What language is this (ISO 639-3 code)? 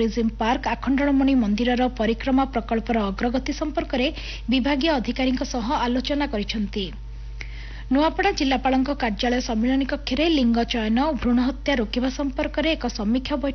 ori